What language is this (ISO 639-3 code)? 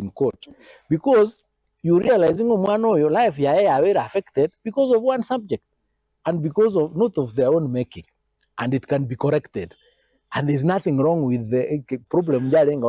guz